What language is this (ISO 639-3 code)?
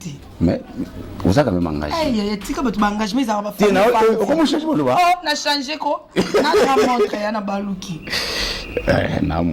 lin